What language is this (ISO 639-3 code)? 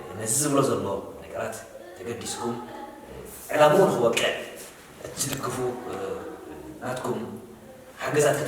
tir